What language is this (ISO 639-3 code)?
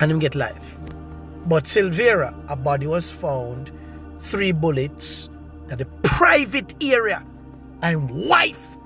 jam